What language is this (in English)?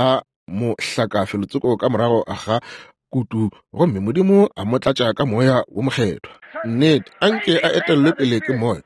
Northern Sotho